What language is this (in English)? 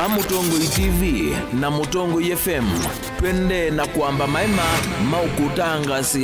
Kamba